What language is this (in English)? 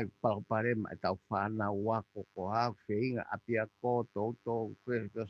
Tongan